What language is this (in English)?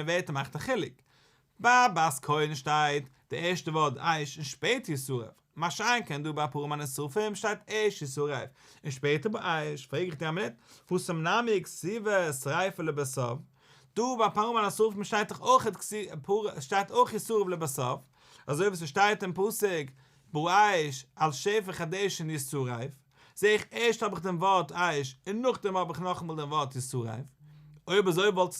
Yiddish